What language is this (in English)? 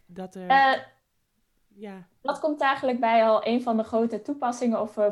Dutch